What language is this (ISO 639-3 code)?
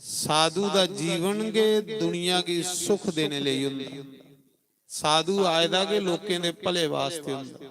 doi